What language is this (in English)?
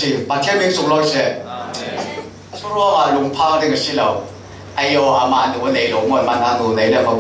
Falam Chin